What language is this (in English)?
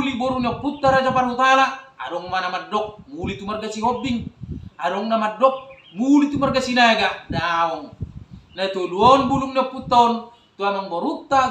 Batak Toba